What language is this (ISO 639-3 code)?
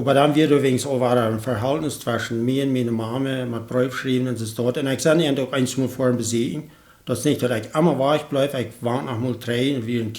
pdt